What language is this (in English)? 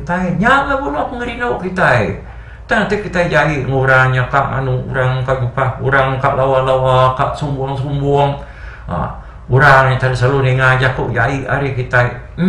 Iban